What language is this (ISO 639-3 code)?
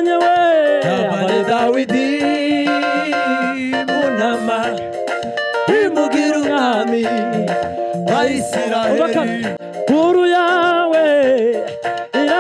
kin